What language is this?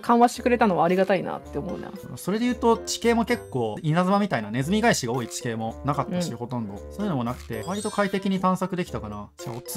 Japanese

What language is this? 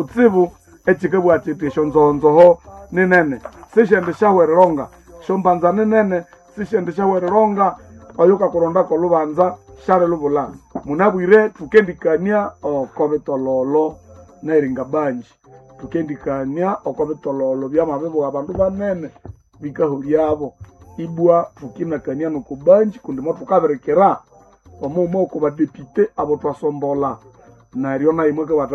Nande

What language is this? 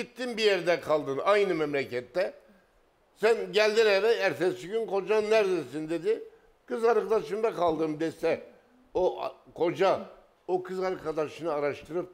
Turkish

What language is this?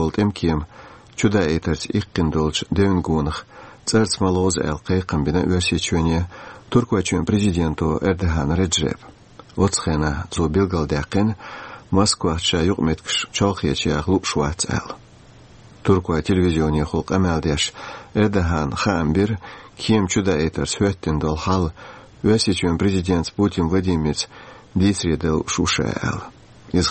Chechen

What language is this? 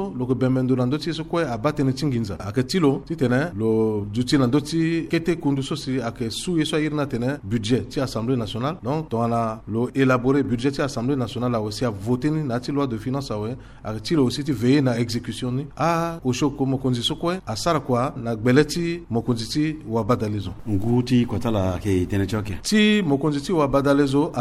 Sango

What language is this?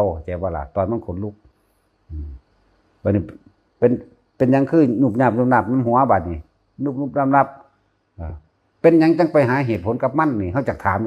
Northeastern Thai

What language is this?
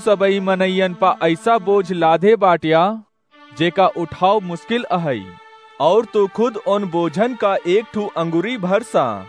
Awadhi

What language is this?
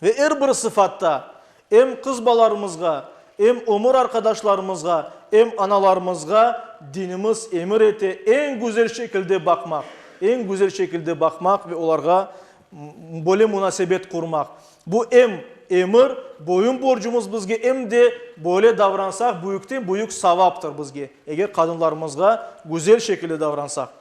Crimean Tatar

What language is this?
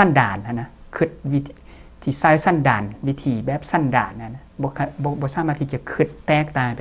Lao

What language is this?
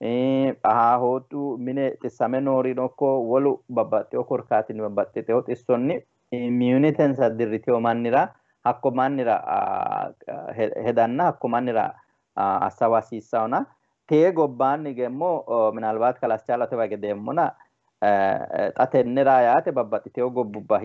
Sidamo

